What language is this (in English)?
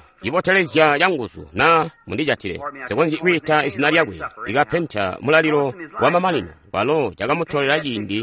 Tonga (Zambia)